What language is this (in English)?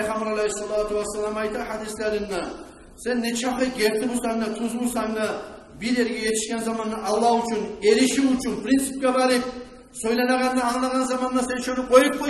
Kumyk